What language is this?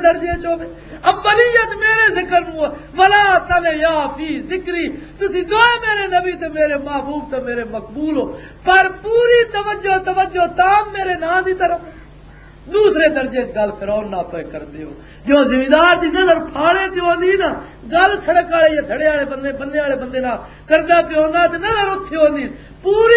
Western Panjabi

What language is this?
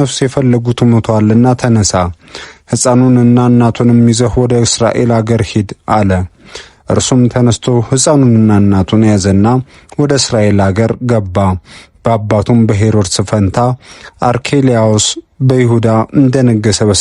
Amharic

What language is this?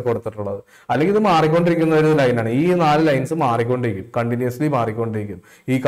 Malayalam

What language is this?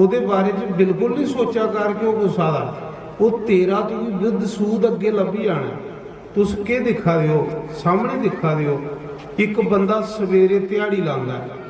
Dogri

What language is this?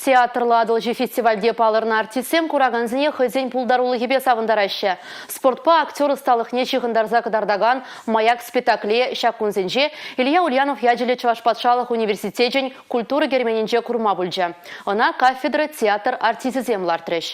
Chuvash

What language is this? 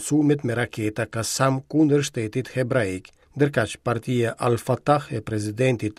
Albanian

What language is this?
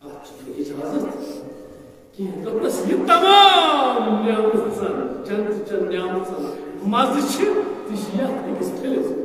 Kashmiri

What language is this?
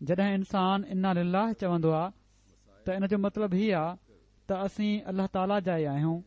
Sindhi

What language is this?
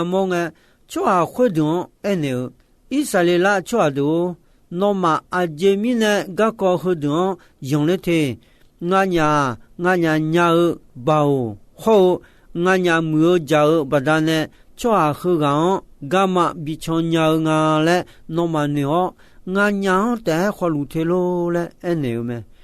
Akha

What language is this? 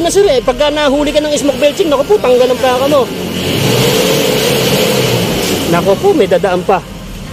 Filipino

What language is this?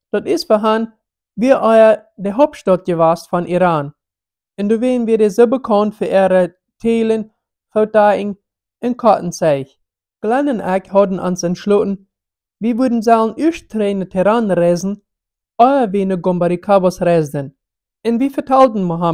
Plautdietsch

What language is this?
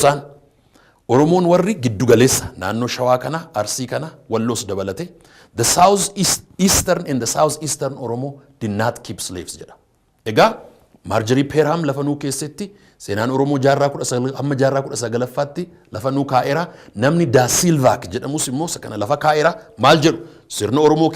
Oromo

